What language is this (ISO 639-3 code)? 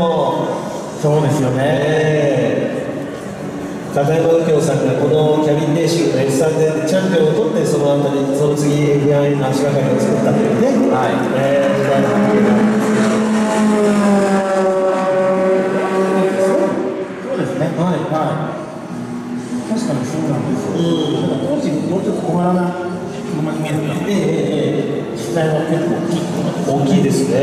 jpn